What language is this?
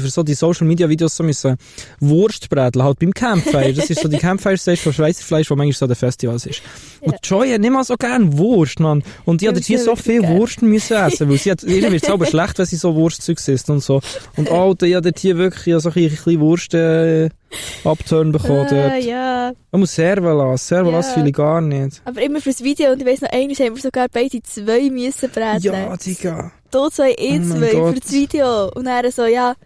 Swiss German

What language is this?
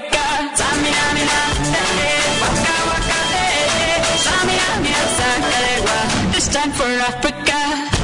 Kara-Kalpak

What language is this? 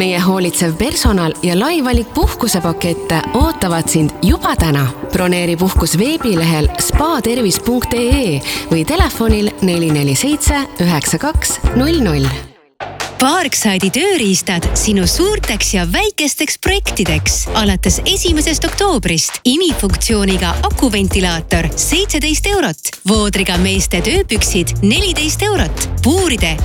Estonian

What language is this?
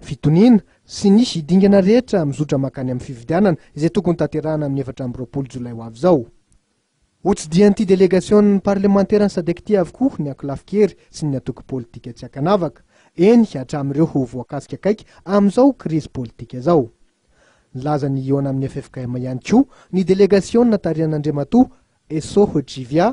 Malagasy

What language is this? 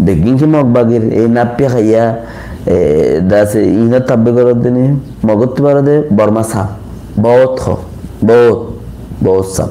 Rohingya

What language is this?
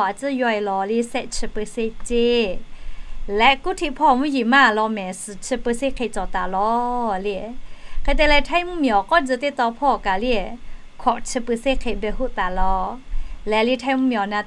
Lahu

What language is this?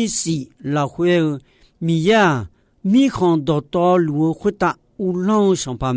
Akha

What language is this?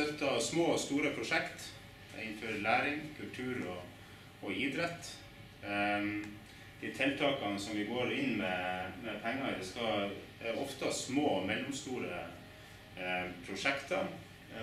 Norwegian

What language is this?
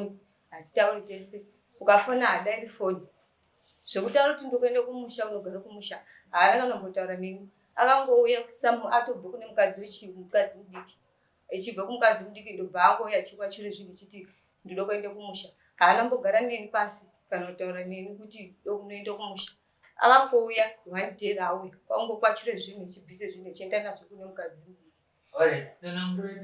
Shona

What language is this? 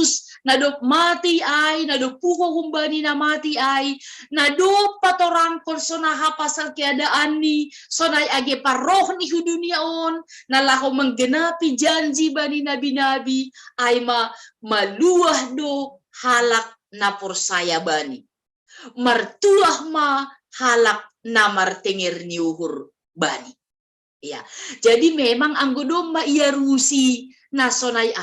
Batak Simalungun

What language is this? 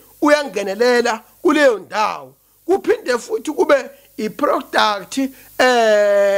Zulu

